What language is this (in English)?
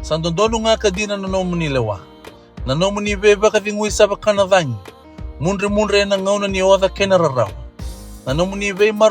Fijian